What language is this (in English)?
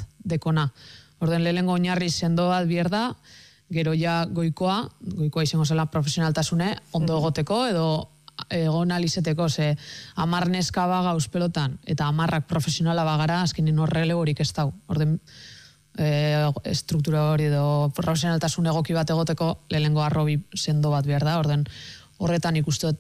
Basque